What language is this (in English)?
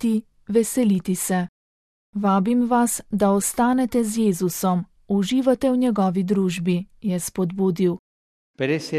Slovenian